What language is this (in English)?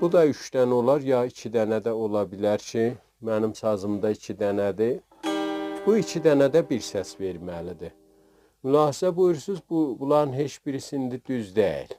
South Azerbaijani